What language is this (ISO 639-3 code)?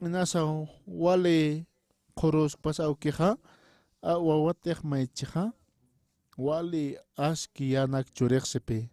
aym